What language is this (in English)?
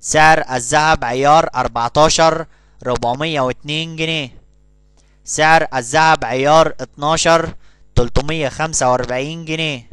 Egyptian Arabic